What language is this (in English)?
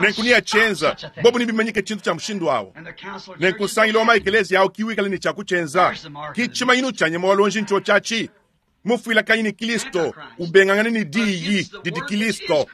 Luba-Lulua